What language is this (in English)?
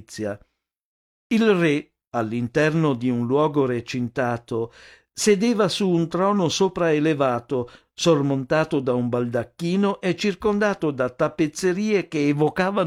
Italian